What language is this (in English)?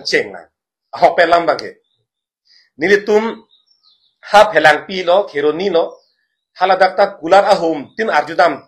Karbi